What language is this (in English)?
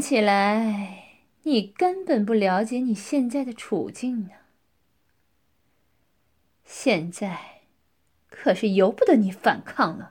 Chinese